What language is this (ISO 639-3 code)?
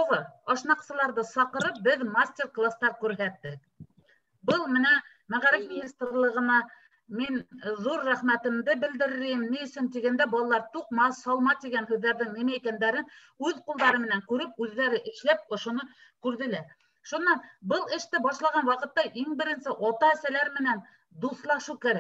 bak